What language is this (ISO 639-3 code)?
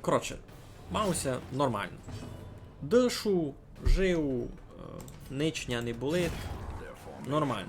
rue